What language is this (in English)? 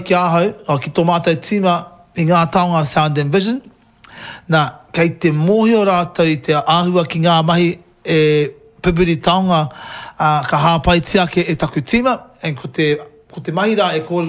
Māori